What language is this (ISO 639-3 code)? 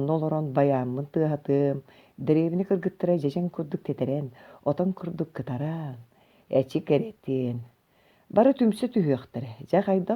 sah